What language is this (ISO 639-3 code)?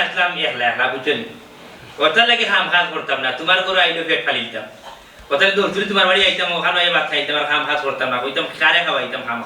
syl